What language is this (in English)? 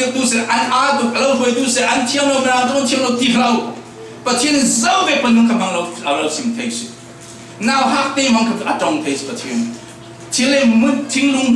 Falam Chin